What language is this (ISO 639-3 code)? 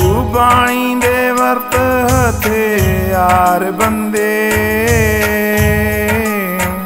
pan